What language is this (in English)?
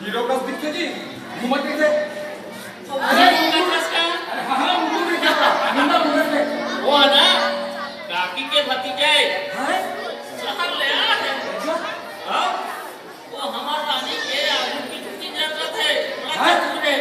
Chhattisgarhi